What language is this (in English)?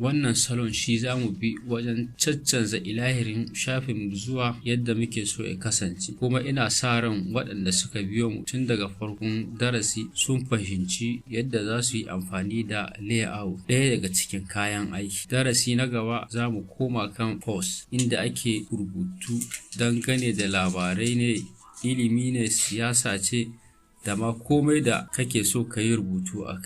Hausa